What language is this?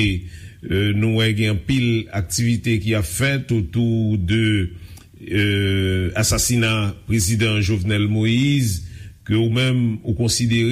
Haitian Creole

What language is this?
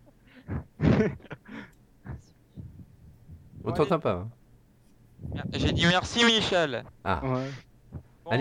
French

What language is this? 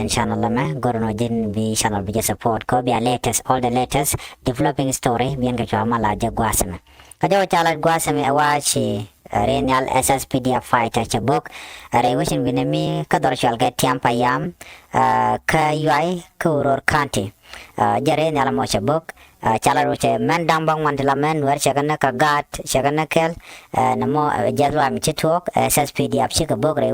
Nuer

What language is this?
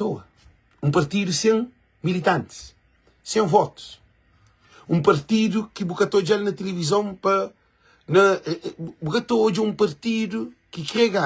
Kabuverdianu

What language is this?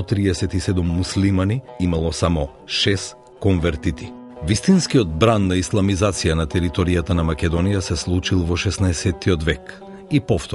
Macedonian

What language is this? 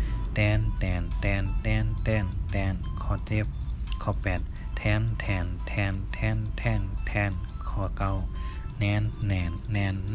Shan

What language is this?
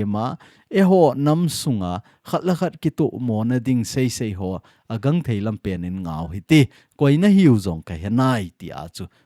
Thado Chin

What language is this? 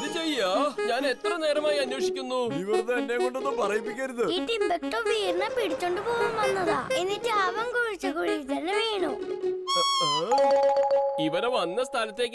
Malayalam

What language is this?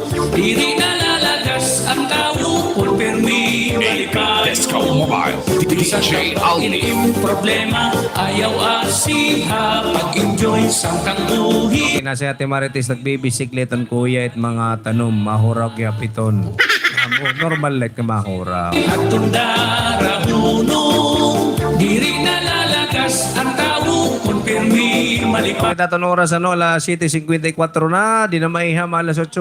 Waray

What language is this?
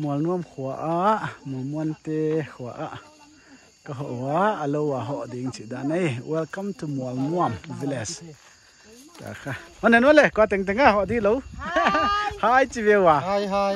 Paite Chin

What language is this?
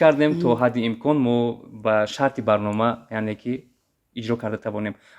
Tajik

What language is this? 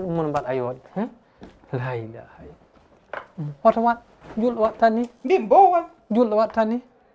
Fula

